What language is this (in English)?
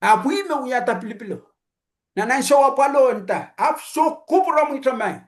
Pohnpeian